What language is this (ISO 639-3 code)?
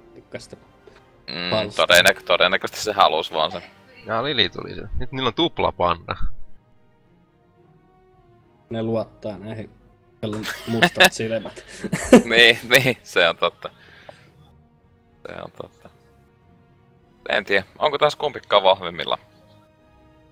fin